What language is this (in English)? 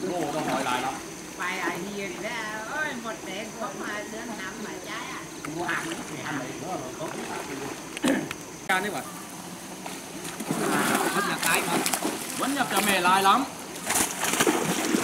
Vietnamese